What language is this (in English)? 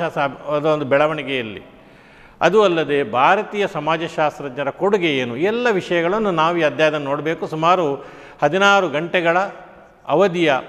Kannada